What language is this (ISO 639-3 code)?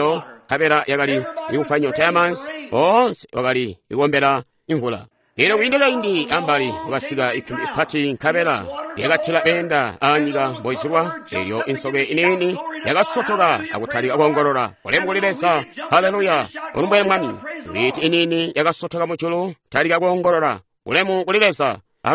toi